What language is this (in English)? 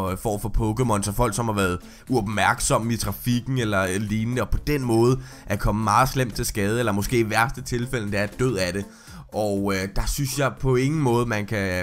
Danish